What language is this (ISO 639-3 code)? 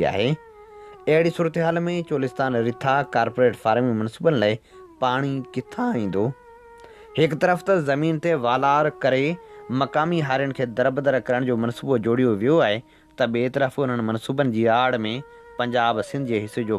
snd